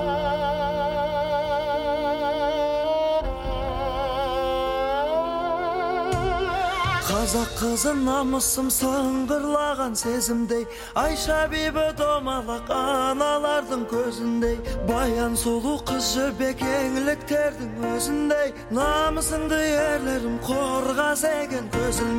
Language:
Kazakh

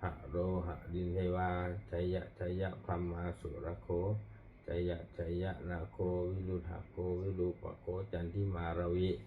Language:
Pali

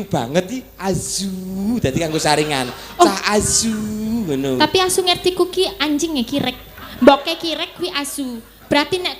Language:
Javanese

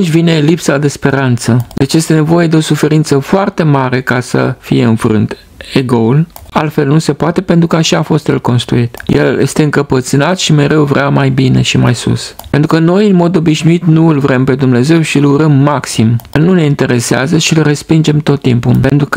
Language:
Romanian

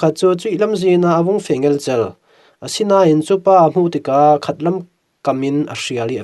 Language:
Falam Chin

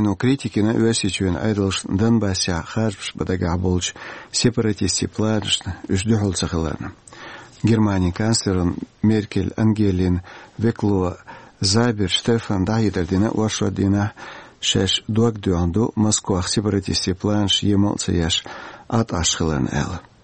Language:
Chechen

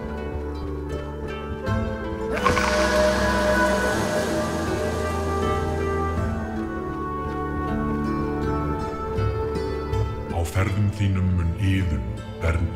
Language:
Icelandic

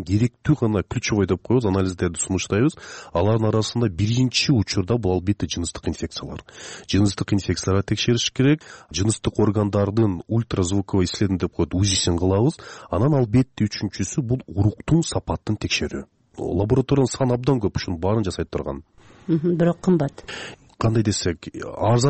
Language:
Kyrgyz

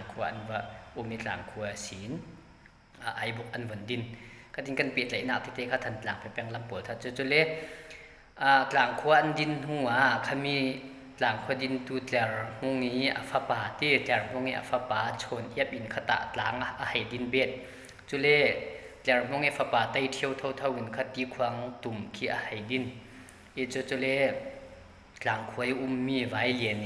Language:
Falam Chin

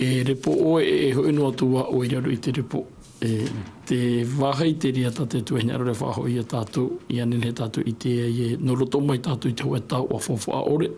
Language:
Tahitian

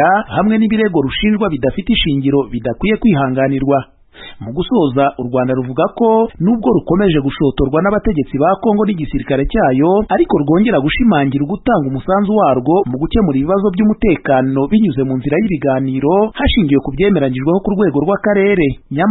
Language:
Kinyarwanda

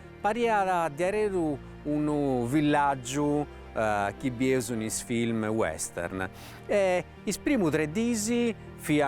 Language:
Sardinian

